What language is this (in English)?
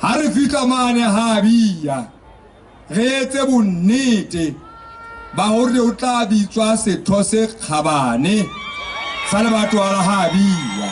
Southern Sotho